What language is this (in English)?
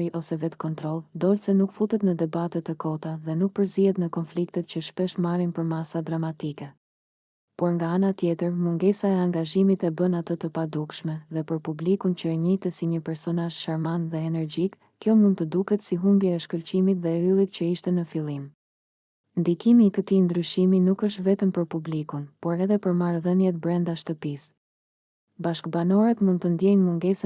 Albanian